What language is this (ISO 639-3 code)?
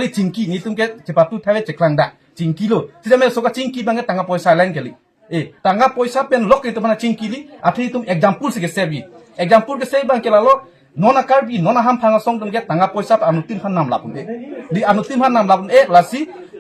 mjw